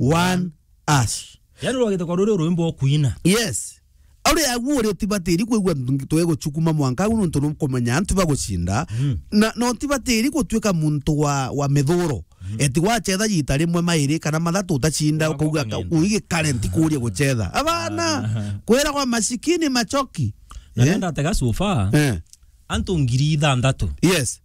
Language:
Meru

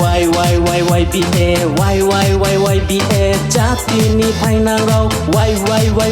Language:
Riang (India)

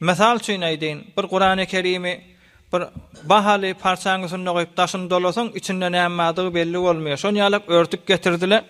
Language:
Turkmen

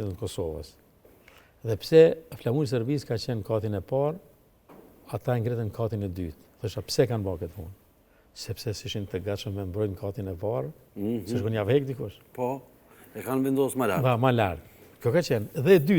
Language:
Albanian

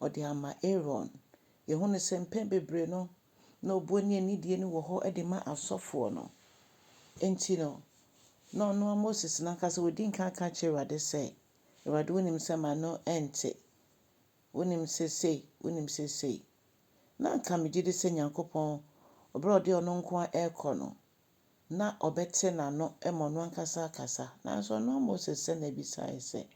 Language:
Akan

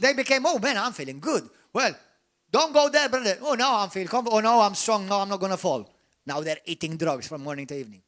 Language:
English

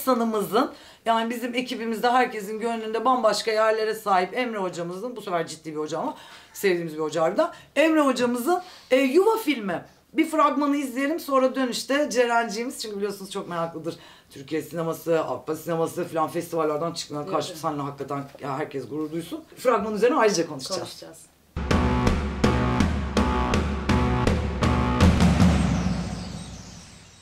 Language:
Turkish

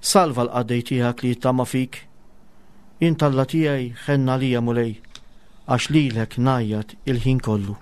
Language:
Maltese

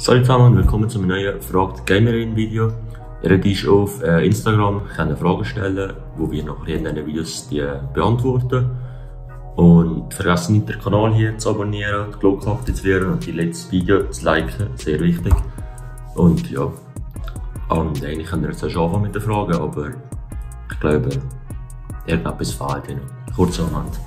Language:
Swiss German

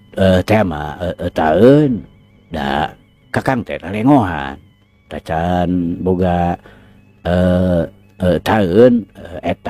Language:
Sundanese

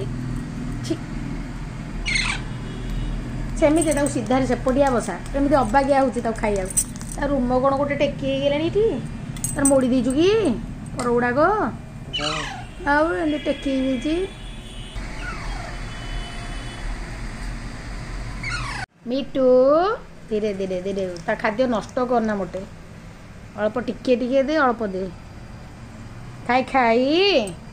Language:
Odia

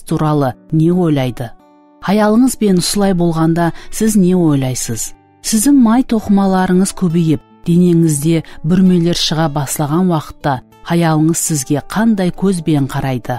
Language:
Kara-Kalpak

